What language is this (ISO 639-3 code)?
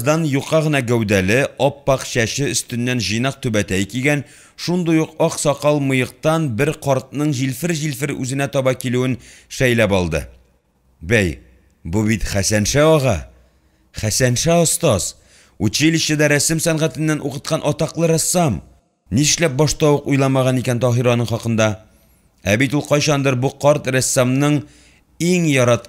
tat